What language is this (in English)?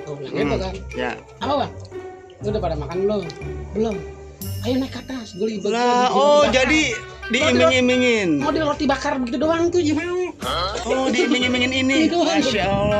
Betawi